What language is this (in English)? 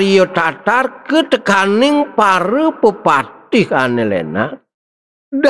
Balinese